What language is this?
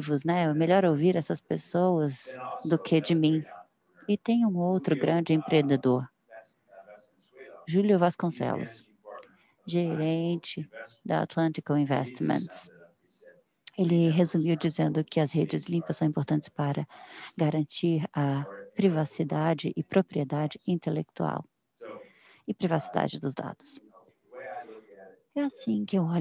Portuguese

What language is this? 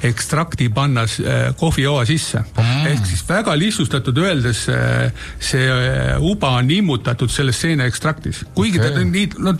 Estonian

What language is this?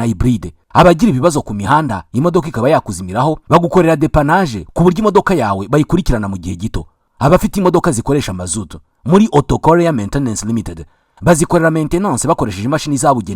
Kinyarwanda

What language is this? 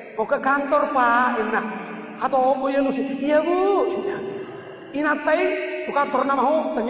Batak Toba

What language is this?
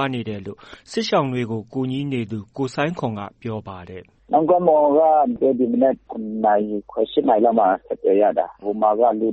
Burmese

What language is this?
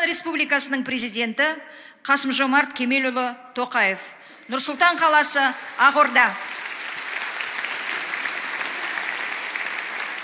Kazakh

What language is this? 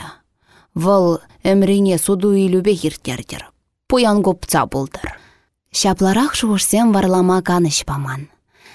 Chuvash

